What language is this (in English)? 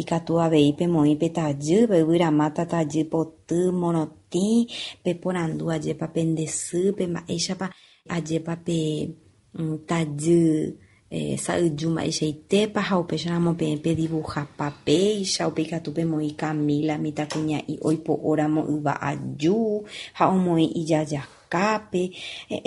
Guarani